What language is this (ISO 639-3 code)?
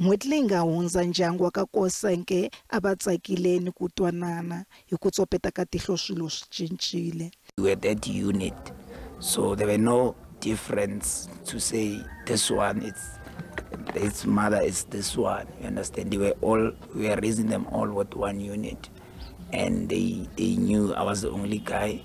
tso